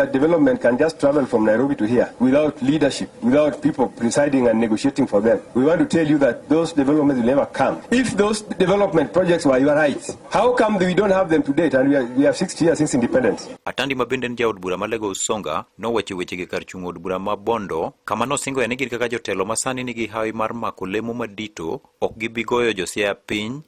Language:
Luo (Kenya and Tanzania)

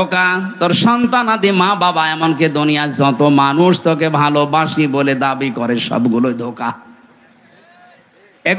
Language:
Bangla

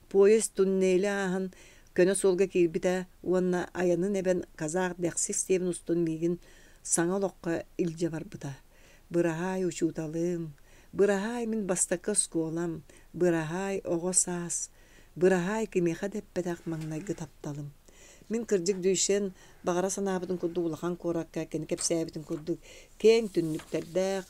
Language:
Yakut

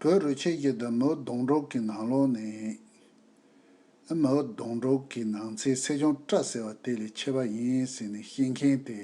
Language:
Tibetan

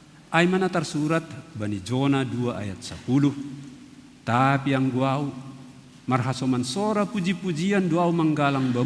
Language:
Batak Simalungun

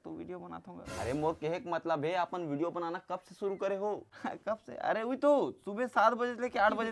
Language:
Chhattisgarhi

